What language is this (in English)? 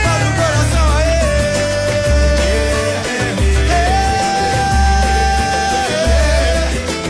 Portuguese